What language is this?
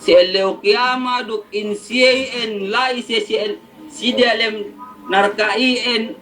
Yakan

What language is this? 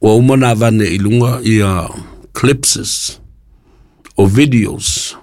Samoan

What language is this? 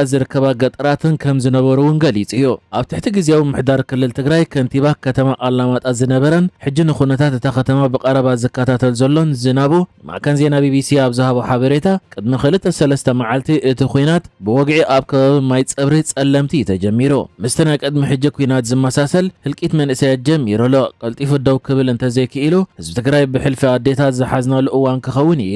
Tigrinya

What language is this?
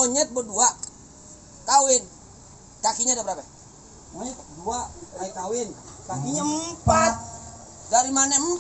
Betawi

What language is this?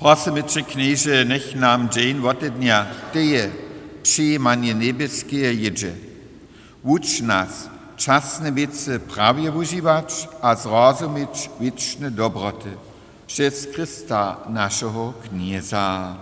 Upper Sorbian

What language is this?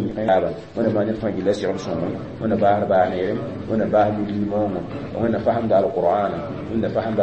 Mossi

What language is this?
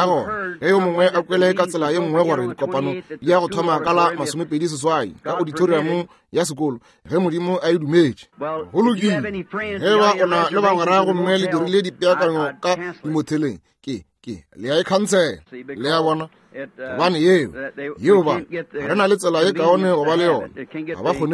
Northern Sotho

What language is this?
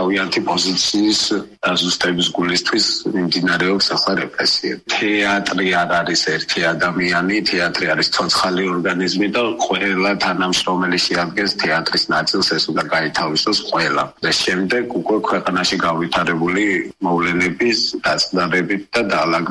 Georgian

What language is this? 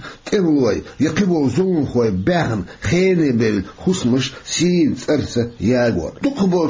Chechen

